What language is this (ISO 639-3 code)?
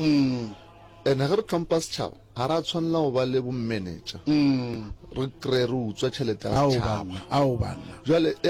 nso